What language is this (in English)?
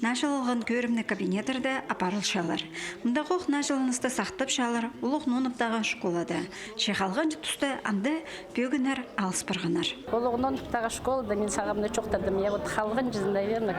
Khakas